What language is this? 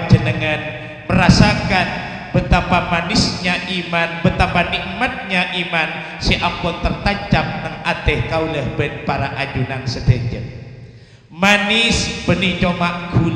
Madurese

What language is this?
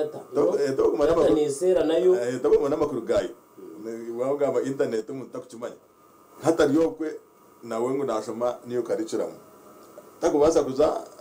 Nyankole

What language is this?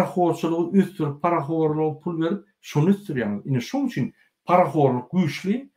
Turkmen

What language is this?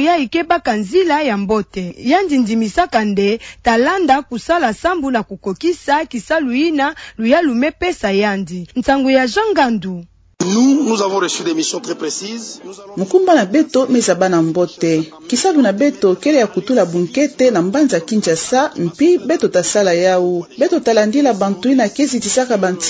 Kituba (Democratic Republic of Congo)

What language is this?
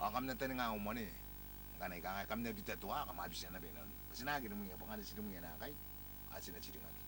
Gilbertese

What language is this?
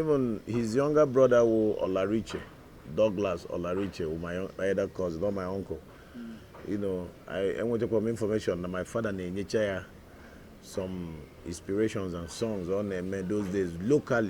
Igbo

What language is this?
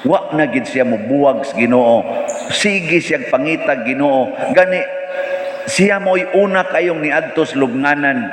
Cebuano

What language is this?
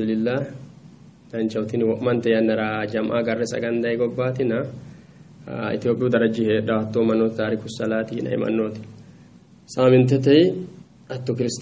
Sidamo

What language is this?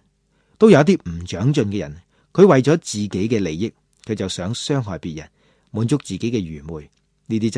Cantonese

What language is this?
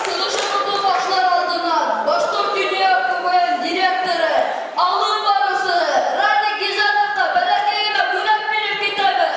Bashkir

